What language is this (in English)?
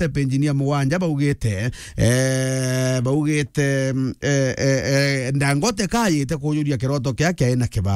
Meru